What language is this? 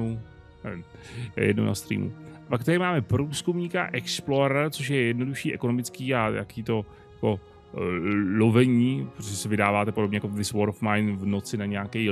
Czech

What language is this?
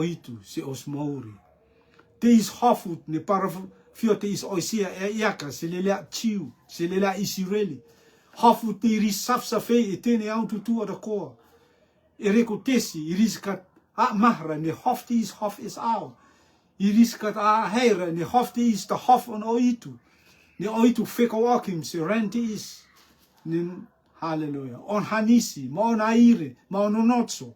Rotuman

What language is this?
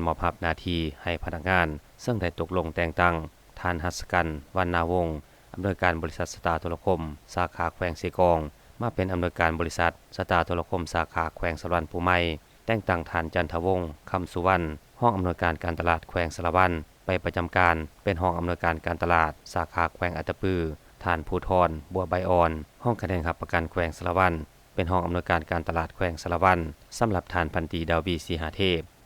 Lao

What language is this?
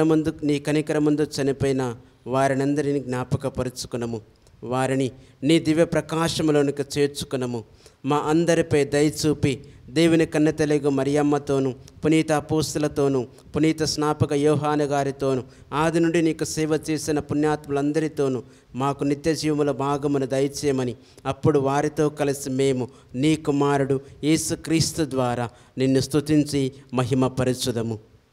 Telugu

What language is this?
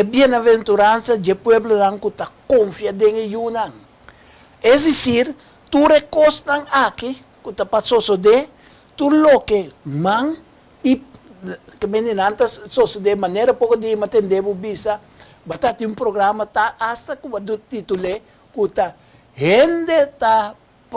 Papiamento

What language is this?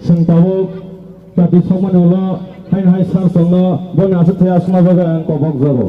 Kok Borok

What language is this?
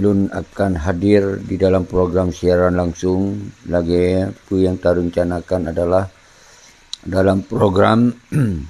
Achinese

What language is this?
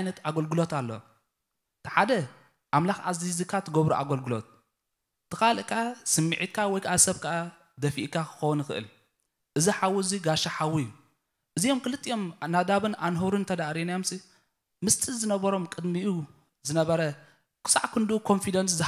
Tigrinya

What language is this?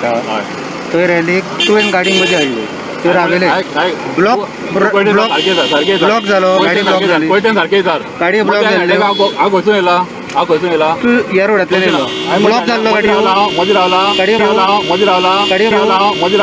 Konkani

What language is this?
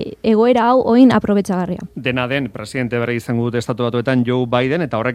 Basque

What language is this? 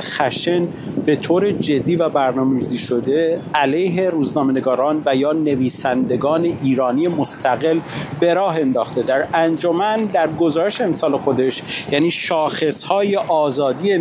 Persian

